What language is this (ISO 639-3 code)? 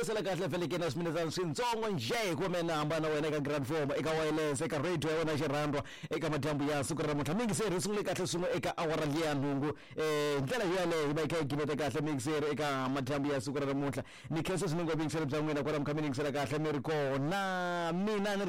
tso